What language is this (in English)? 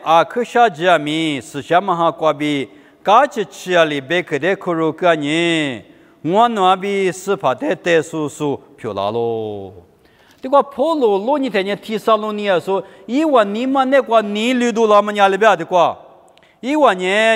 Lisu